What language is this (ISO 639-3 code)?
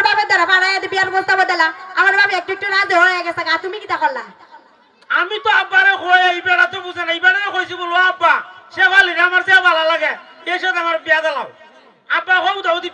syl